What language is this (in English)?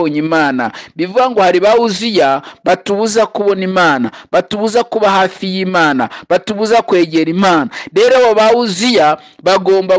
Kinyarwanda